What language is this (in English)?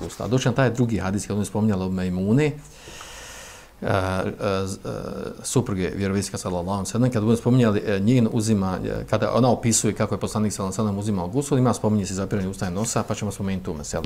Bosnian